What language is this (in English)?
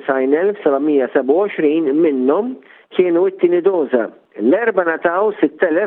Maltese